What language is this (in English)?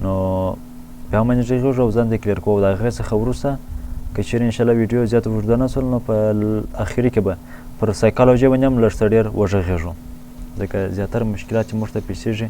Pashto